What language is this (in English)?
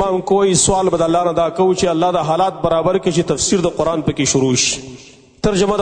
Pashto